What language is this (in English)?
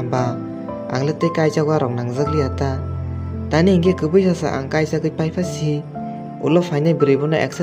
Kok Borok